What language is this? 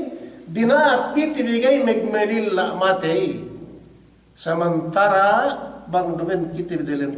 Yakan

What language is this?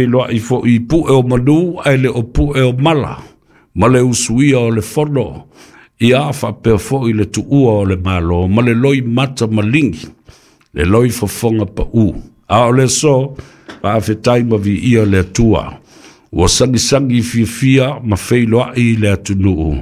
Samoan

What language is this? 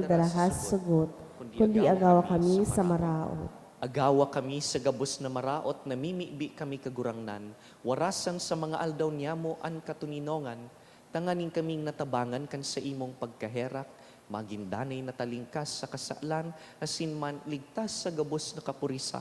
Bikol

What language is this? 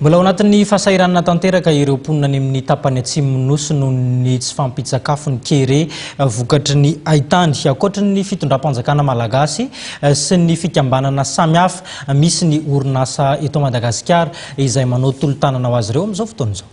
Malagasy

